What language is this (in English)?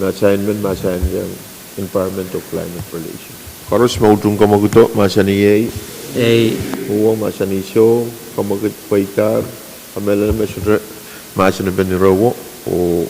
Pohnpeian